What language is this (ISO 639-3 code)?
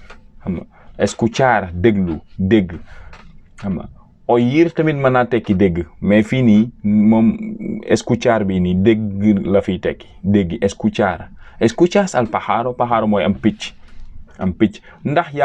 wol